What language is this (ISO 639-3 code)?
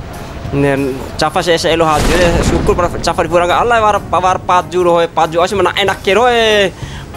bhp